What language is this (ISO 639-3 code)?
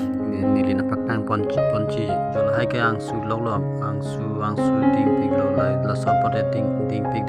mjw